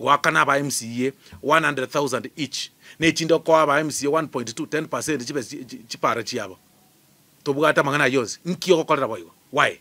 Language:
Gusii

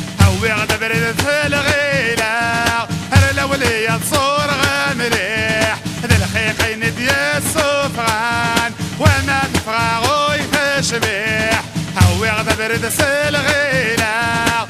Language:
Kabyle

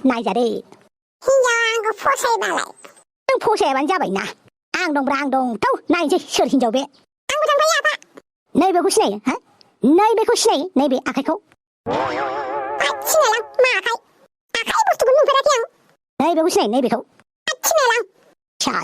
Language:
Bodo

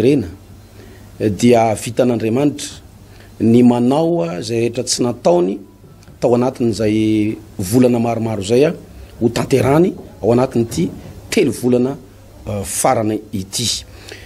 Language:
Malagasy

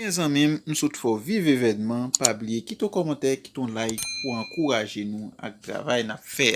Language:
Haitian Creole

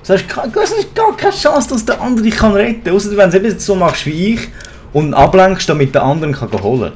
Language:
Swiss German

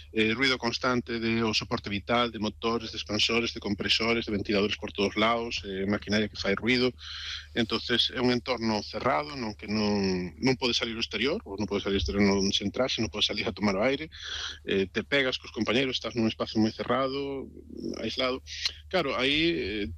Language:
Galician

